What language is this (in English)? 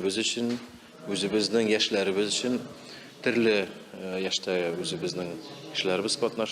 Tatar